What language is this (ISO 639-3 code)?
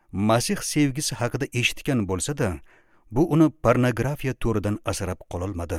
uzb